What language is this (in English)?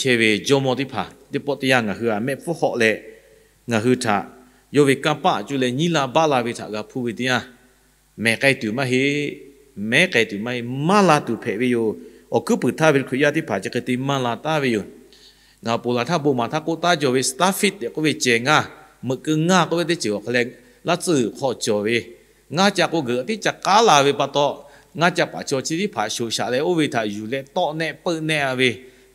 Lahu